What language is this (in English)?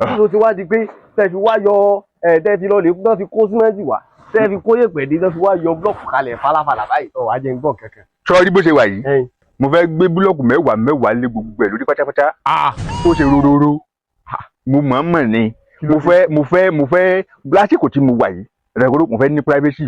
Yoruba